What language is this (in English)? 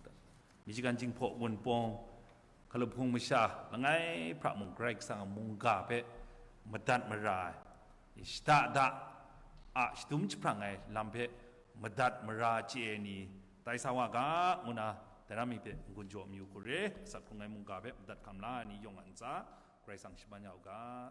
Kachin